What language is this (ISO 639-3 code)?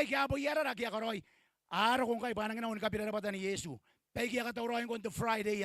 gil